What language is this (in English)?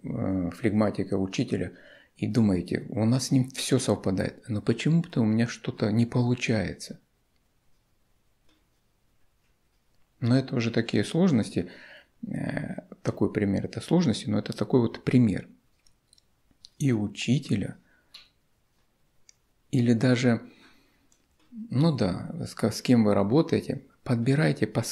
Russian